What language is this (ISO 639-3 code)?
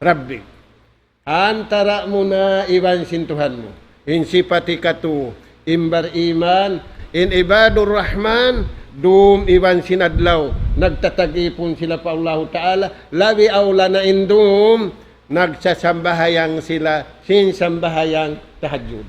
tsg